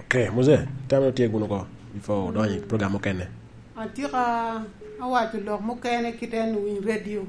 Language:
Lango (Uganda)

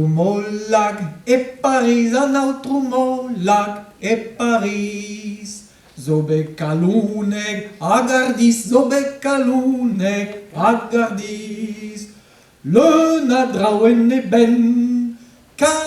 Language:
Breton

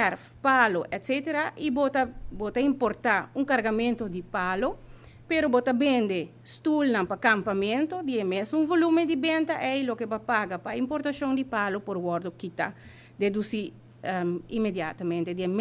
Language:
Papiamento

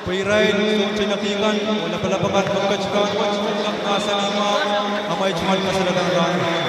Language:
Pohnpeian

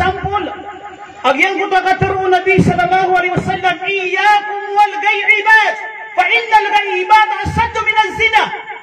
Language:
Maranao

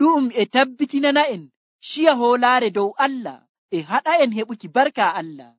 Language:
Nigerian Fulfulde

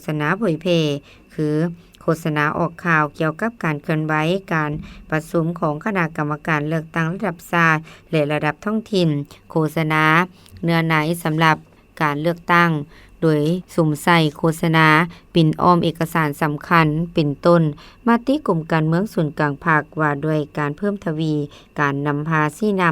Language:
Lao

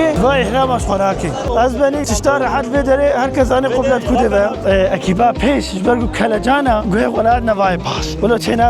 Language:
Kurdish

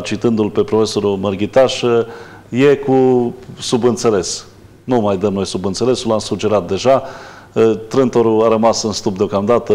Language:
Romanian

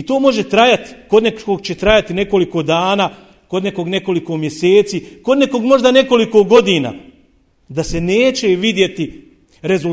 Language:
Bosnian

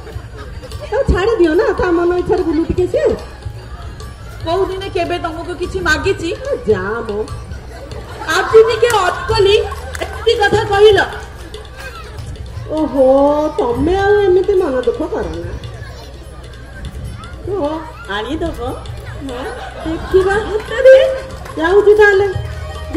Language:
Odia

